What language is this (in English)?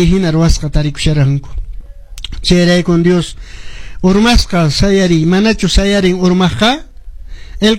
Quechua